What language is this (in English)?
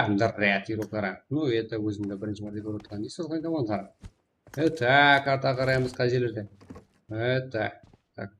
Kara-Kalpak